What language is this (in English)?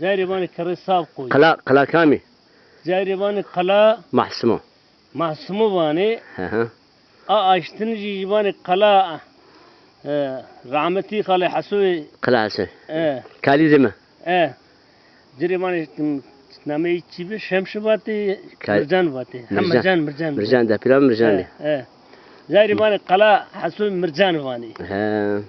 Zaza